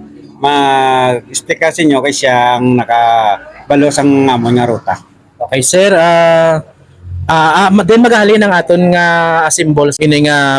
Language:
Hiligaynon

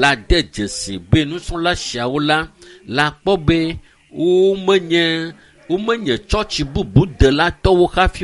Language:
Ewe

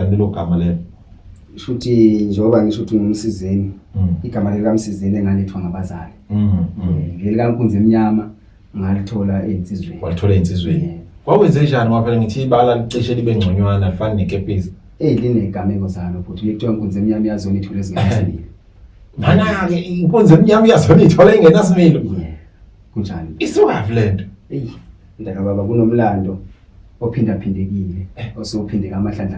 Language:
Zulu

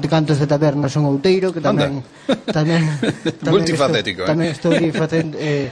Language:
Galician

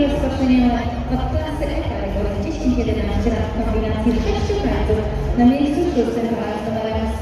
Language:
Polish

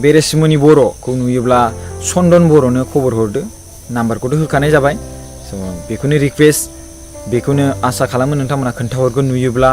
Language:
Bodo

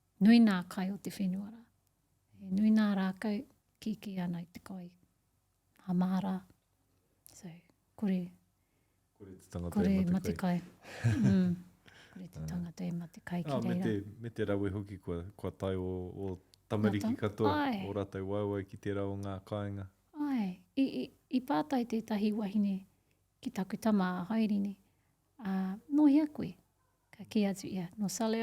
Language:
Māori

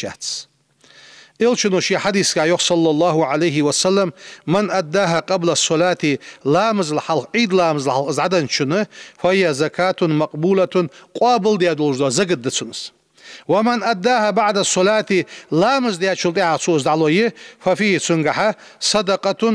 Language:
Ingush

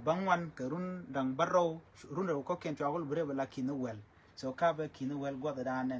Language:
Nuer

